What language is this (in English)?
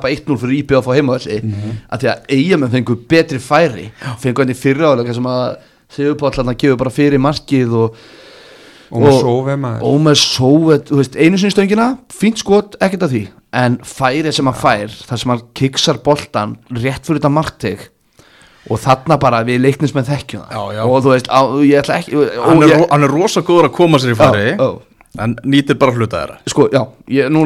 Icelandic